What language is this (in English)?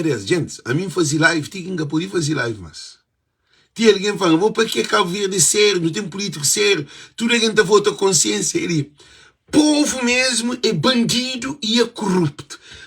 Kabuverdianu